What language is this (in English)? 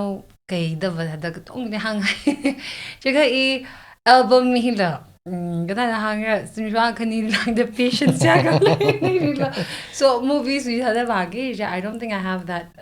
Tangkhul Naga (India)